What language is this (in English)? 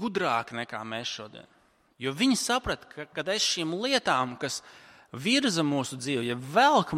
Latvian